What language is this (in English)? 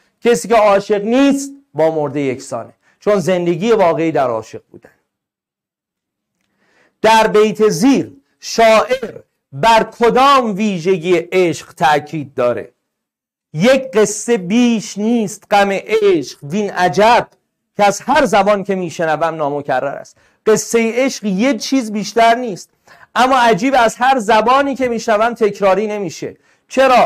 Persian